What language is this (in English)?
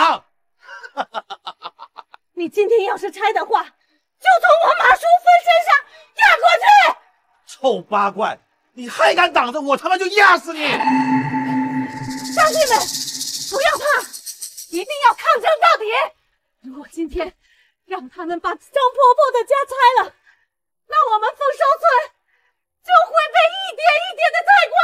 Chinese